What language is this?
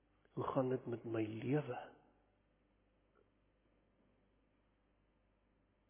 Afrikaans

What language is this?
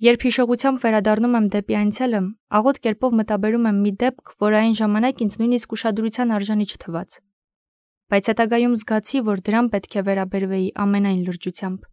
Armenian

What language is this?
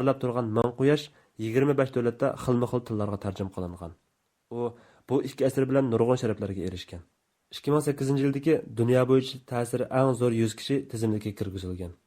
Uyghur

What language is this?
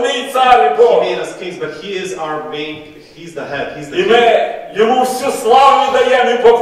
Ukrainian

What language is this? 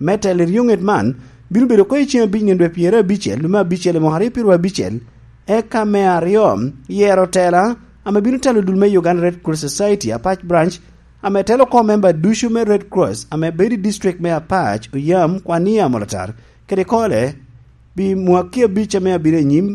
Lango (Uganda)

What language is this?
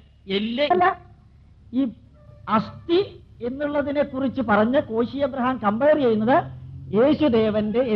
Malayalam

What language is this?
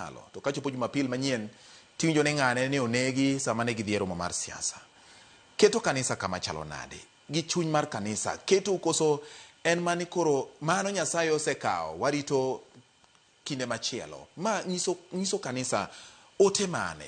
Luo (Kenya and Tanzania)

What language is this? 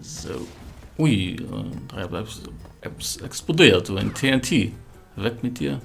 Luxembourgish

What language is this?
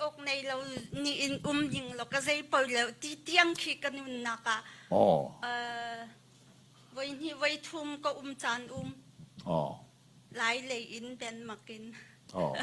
Hakha Chin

